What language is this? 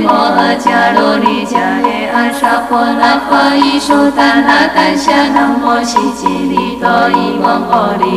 Chinese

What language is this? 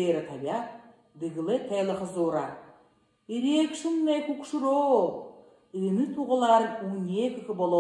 Buriat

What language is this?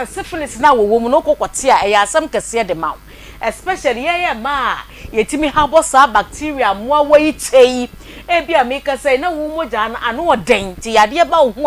Akan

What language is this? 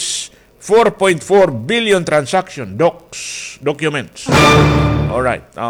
Waray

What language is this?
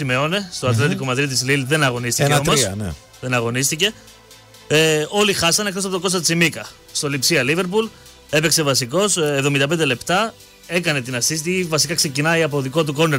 Greek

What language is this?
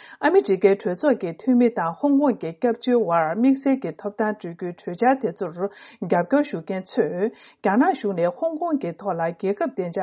Tibetan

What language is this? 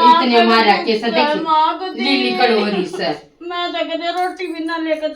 Haryanvi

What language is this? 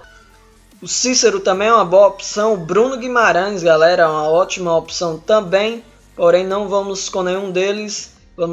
Portuguese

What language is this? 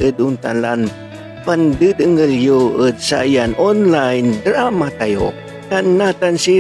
Pangasinan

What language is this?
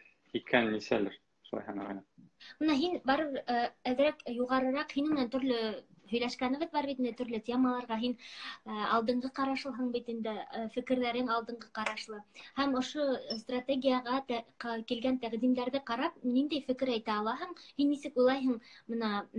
Bashkir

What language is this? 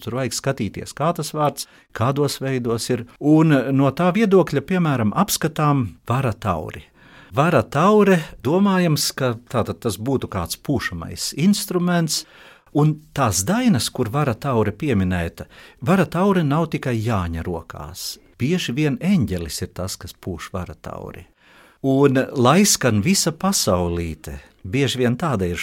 Latvian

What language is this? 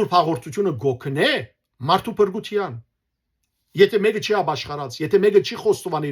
Western Armenian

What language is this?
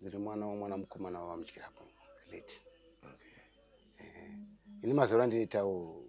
Shona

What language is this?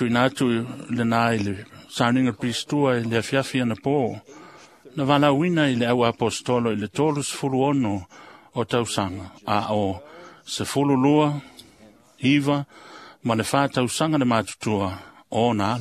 Samoan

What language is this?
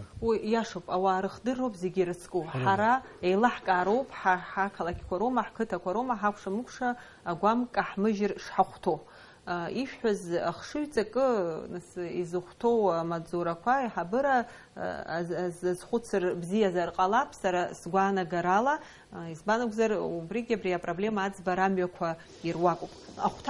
Abkhazian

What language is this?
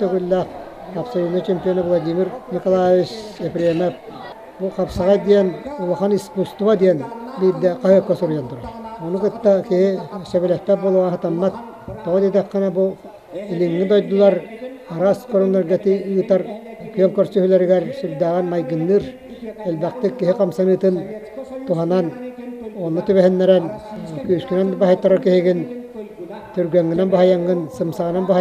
Yakut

